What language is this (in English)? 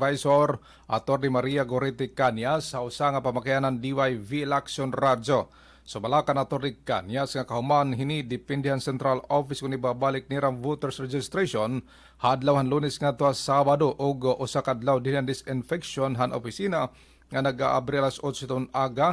Waray